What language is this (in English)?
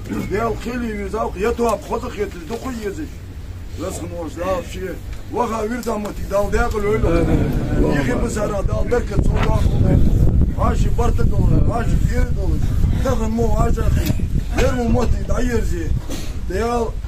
Ingush